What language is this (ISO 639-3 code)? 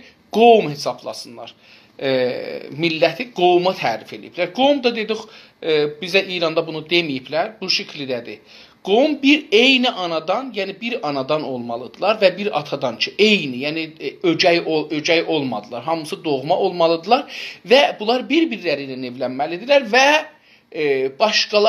azb